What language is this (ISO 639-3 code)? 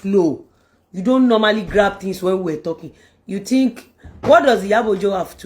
yor